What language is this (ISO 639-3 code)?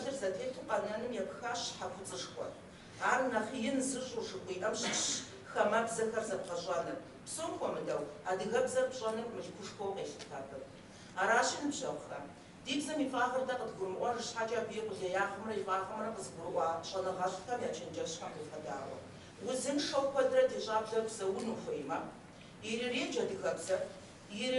kbd